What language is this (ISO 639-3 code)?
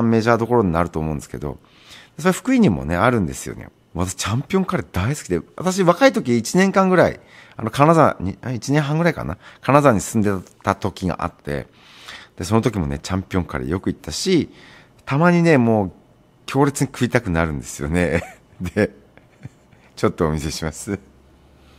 jpn